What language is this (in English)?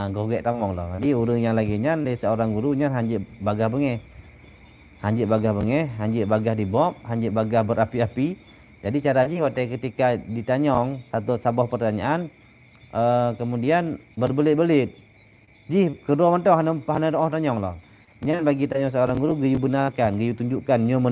Achinese